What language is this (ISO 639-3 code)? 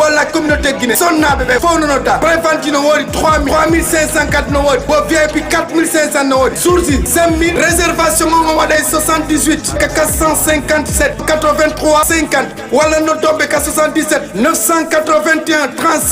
ful